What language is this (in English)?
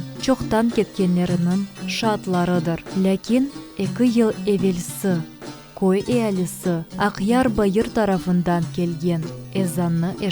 Crimean Tatar